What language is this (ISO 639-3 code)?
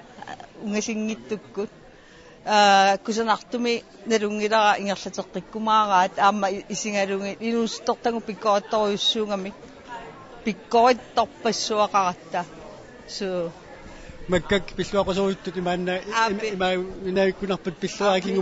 kal